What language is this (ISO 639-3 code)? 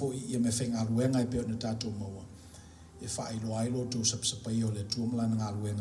smo